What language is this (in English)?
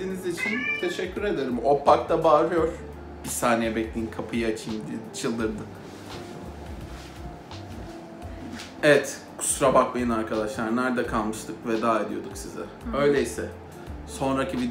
Turkish